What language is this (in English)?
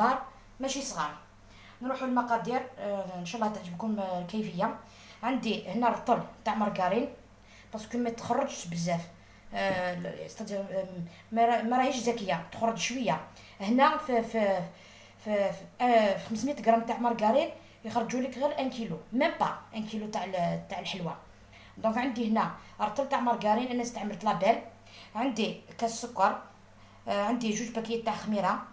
Algerian Arabic